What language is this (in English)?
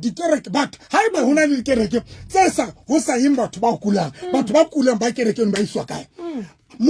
Southern Sotho